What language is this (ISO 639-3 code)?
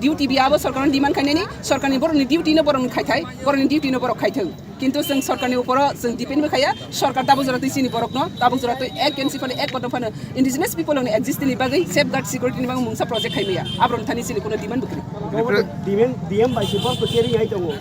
trp